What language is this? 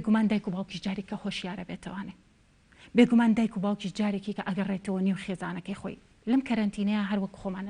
Central Kurdish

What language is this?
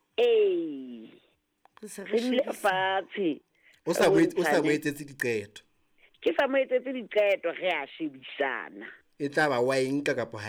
Southern Sotho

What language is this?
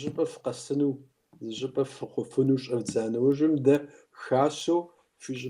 Kabardian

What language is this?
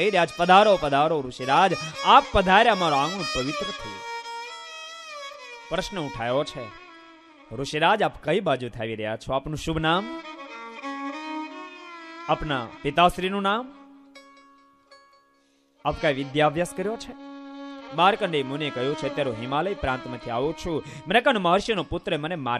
Gujarati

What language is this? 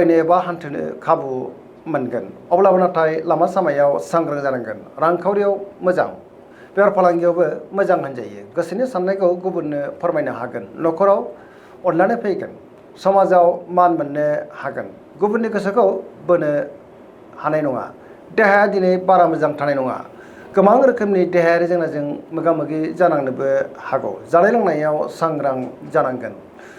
Bodo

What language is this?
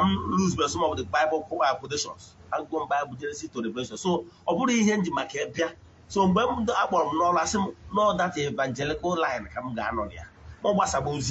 Igbo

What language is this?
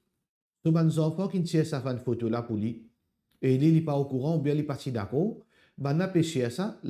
Morisyen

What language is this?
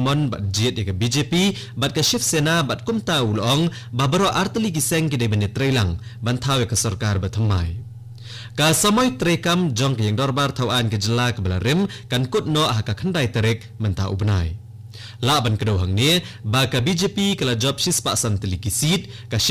Khasi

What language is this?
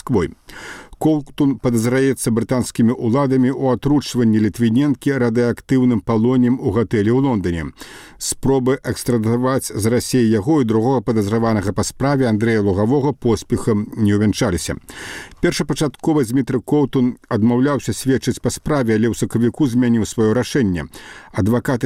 Belarusian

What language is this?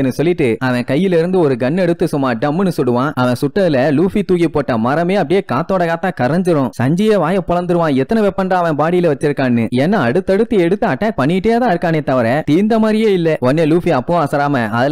Tamil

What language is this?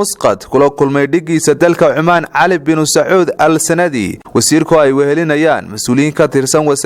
Somali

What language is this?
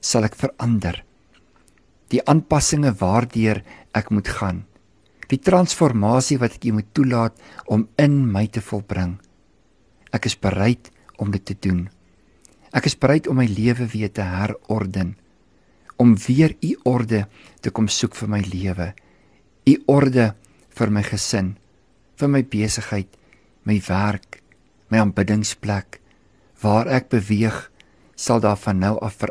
Afrikaans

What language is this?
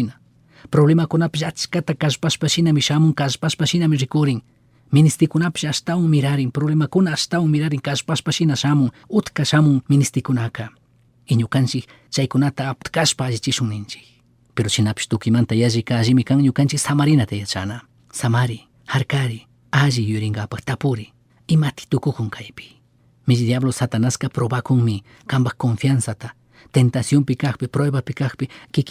Chimborazo Highland Quichua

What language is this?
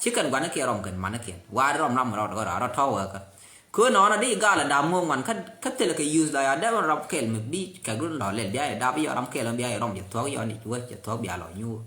Nuer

